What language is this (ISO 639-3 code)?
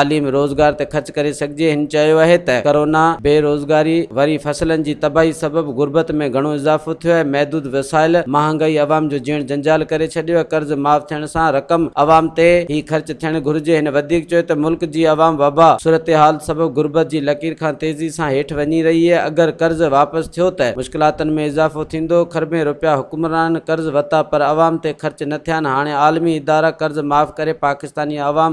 snd